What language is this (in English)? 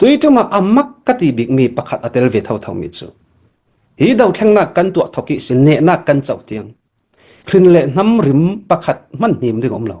Hakha Chin